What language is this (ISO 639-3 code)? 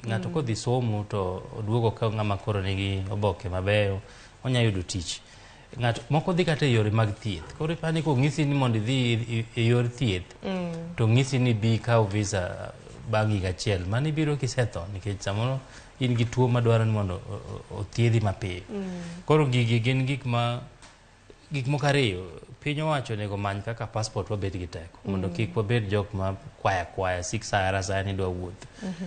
luo